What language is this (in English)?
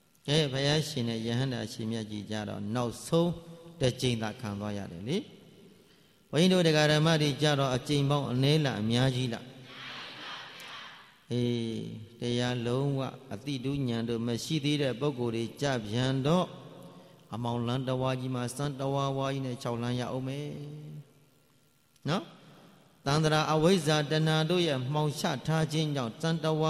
Burmese